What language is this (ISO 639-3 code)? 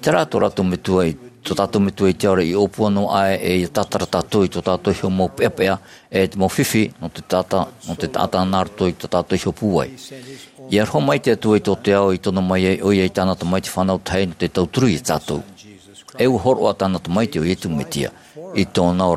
tah